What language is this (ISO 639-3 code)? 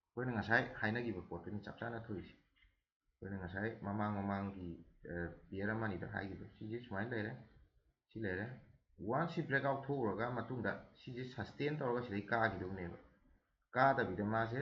mni